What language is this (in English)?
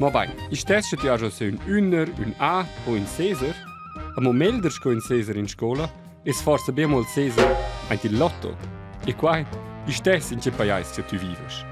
Romansh